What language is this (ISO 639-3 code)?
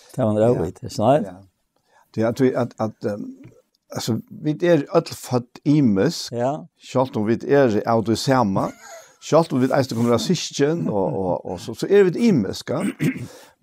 fao